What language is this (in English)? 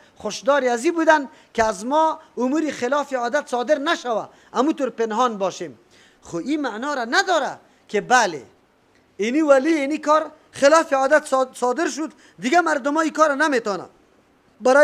Persian